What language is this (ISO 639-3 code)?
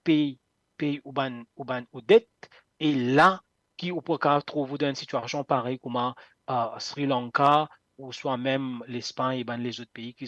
mfe